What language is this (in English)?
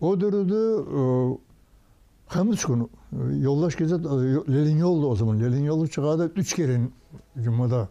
Kumyk